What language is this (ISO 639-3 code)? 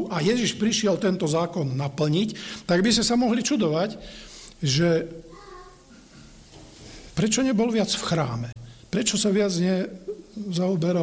slk